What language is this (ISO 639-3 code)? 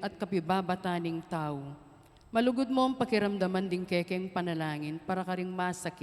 pam